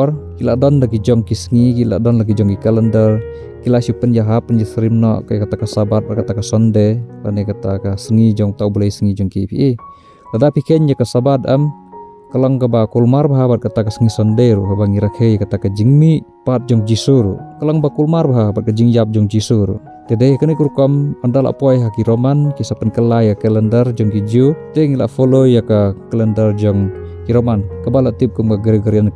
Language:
Khasi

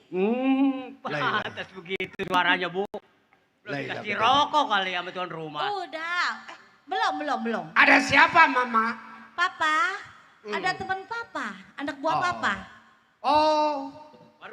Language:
Betawi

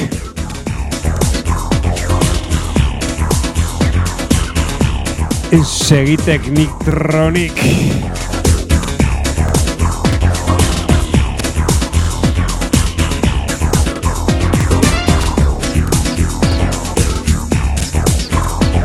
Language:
Basque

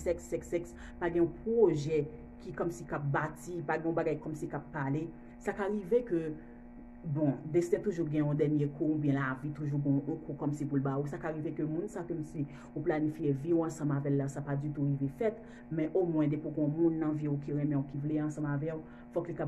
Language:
Haitian Creole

